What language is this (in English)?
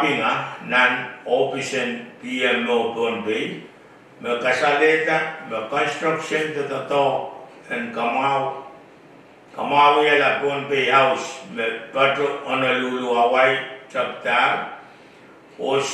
Pohnpeian